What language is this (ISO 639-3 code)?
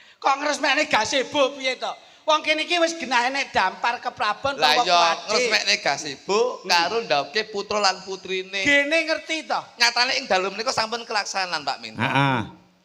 jav